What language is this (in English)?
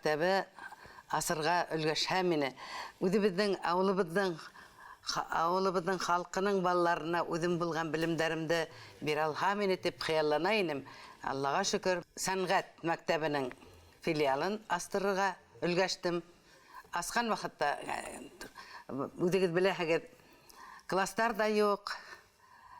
Bashkir